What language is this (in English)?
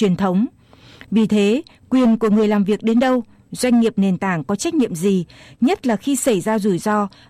Vietnamese